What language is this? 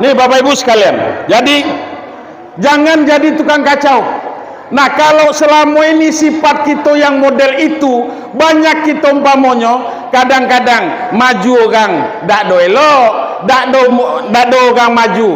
Minangkabau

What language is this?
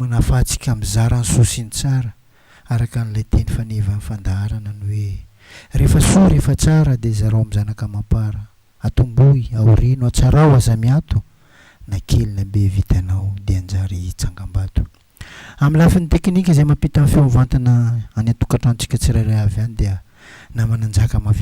Malagasy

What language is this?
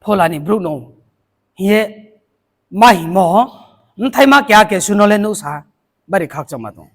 Riang (India)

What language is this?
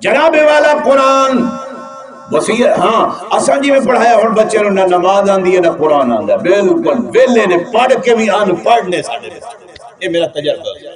Saraiki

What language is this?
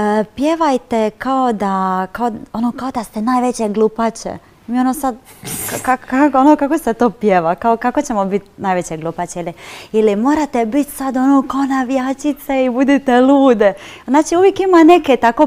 Croatian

